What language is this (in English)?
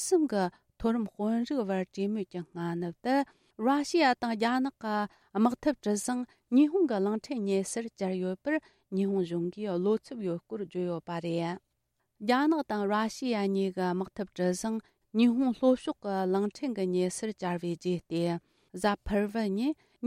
Tibetan